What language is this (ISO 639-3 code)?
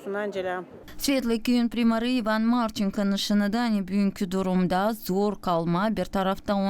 gag